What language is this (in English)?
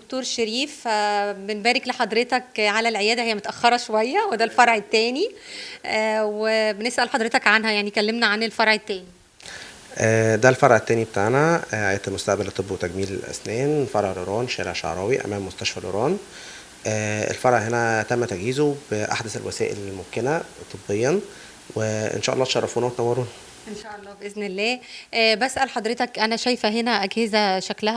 Egyptian Arabic